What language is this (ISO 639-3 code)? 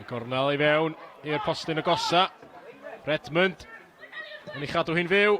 cym